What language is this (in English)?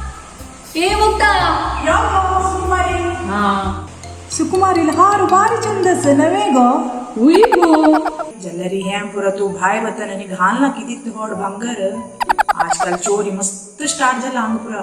Konkani